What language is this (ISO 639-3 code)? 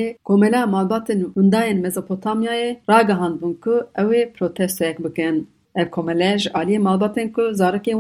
kur